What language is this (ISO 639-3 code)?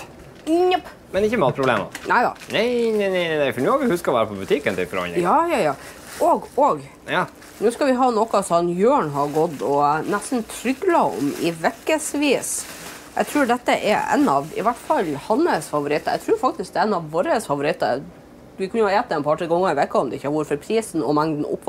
nor